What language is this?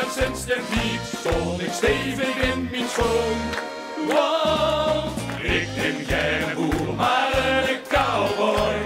Limburgish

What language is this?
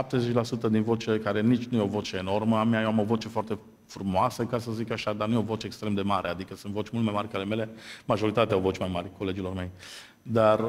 Romanian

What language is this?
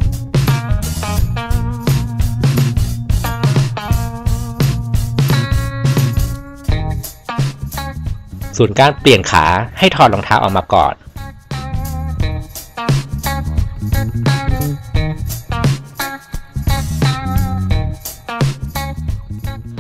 Thai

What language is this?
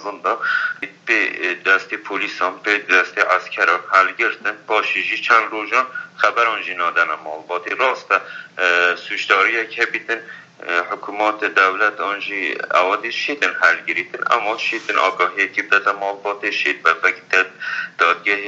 Kurdish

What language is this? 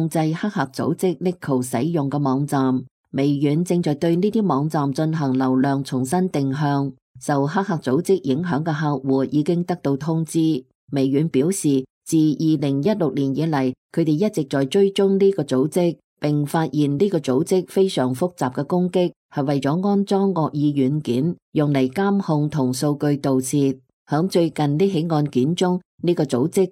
Cantonese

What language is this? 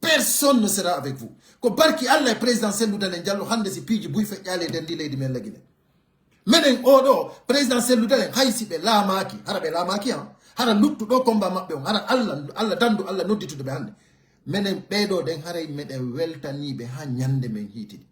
Pular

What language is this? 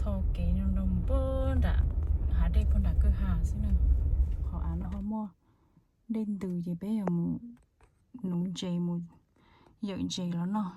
Hmong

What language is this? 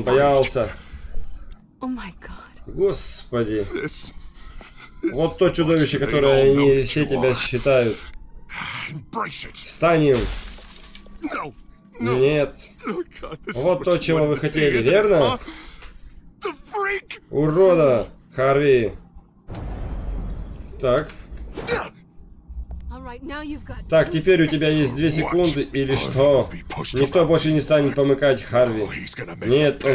Russian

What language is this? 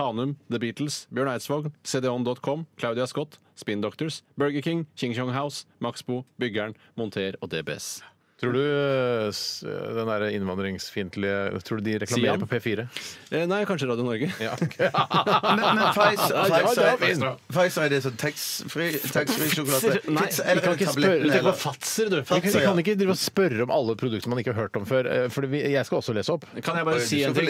Norwegian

